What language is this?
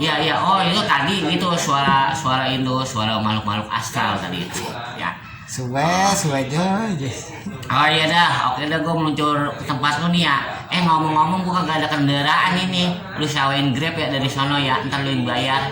Betawi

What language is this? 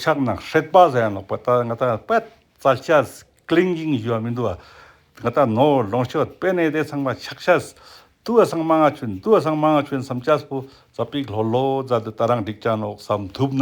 Ladakhi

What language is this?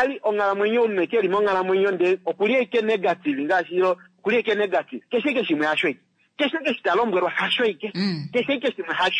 Kuanyama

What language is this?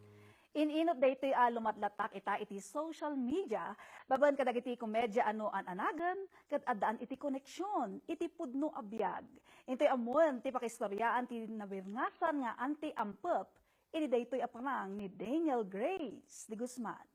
Iloko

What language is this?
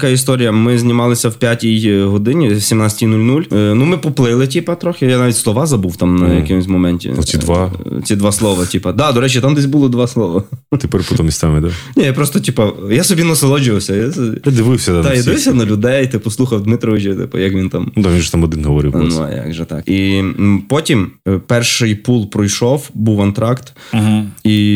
Ukrainian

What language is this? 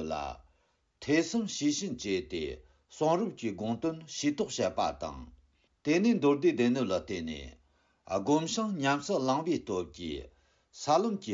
Tibetan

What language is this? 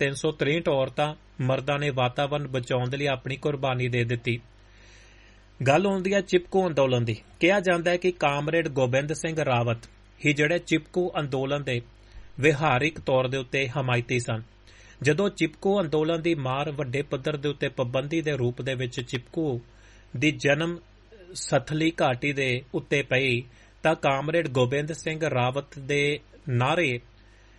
Punjabi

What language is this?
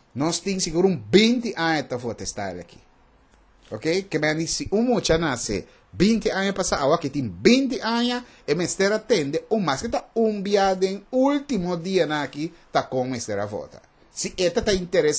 Papiamento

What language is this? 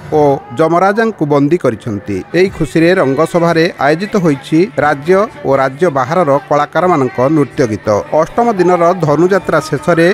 Odia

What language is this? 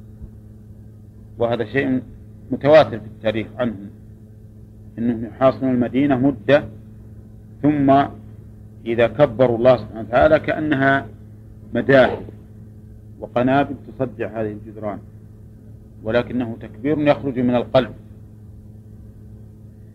Arabic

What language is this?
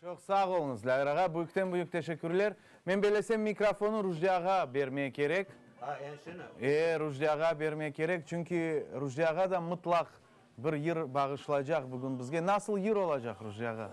Crimean Tatar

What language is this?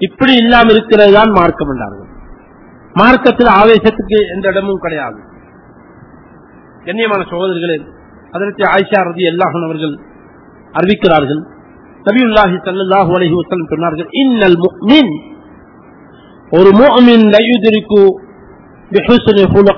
Tamil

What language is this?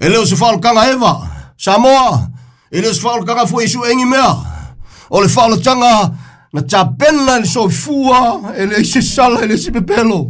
Samoan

